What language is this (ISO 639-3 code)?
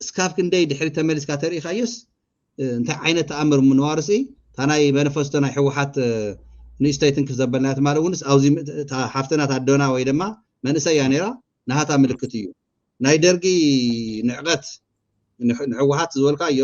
tir